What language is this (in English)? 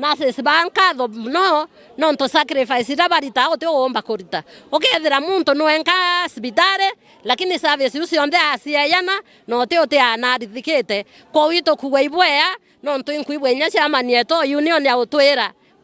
Meru